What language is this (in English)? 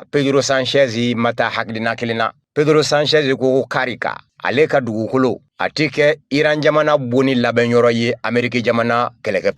Bambara